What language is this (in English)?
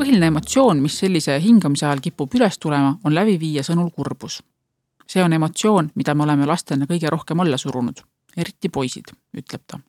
Estonian